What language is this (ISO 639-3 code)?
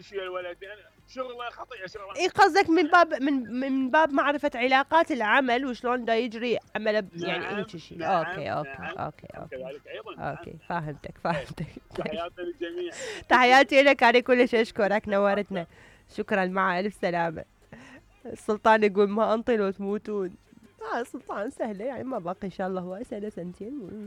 acm